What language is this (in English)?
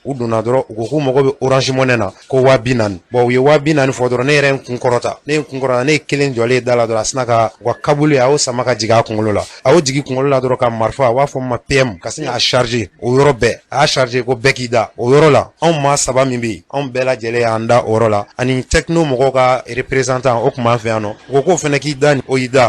Bambara